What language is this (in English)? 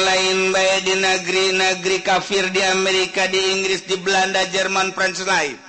Sundanese